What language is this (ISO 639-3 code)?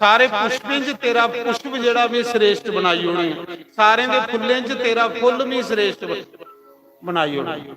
doi